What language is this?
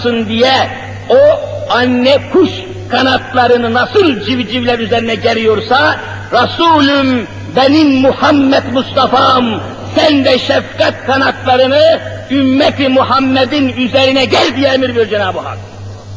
Turkish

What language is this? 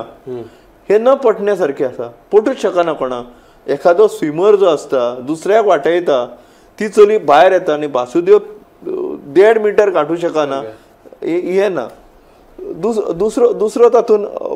Konkani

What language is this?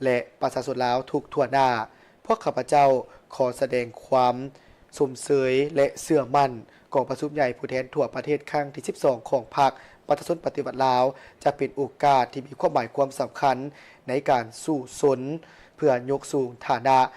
Lao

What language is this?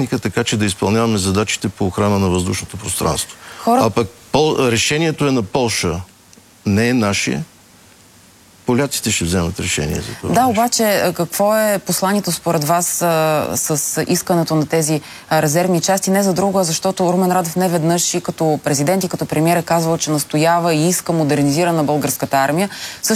Bulgarian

